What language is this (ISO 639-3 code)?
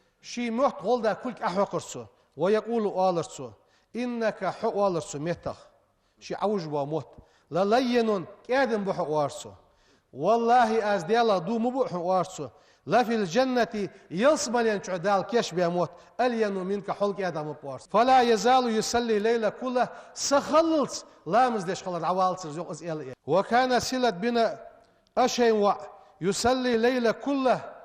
inh